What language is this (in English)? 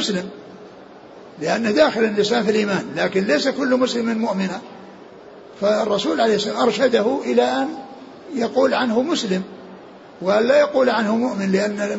Arabic